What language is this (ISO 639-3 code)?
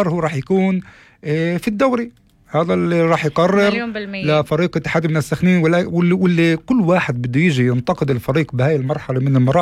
apc